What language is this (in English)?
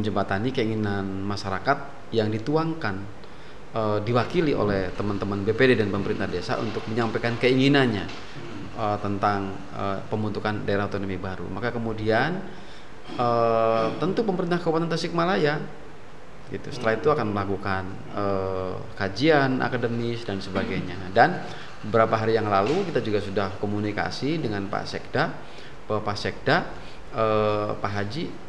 Indonesian